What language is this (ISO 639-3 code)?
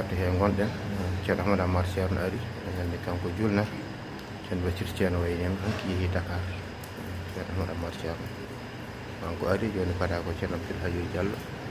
ful